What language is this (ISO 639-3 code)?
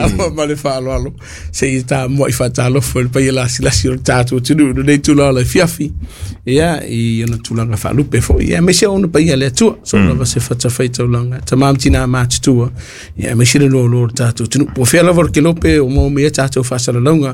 smo